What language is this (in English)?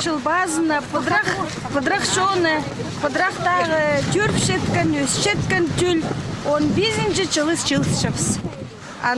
Khakas